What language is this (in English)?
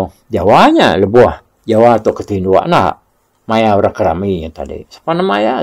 Iban